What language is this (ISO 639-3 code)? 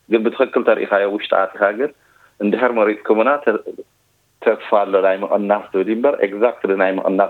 tir